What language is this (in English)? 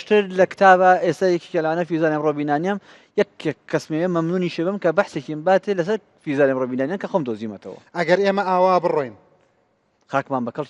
Central Kurdish